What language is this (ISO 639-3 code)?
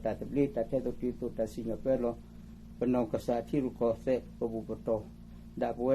ksw